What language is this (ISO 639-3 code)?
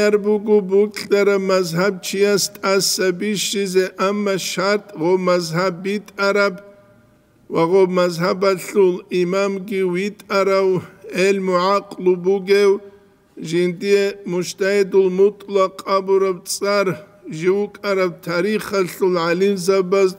ava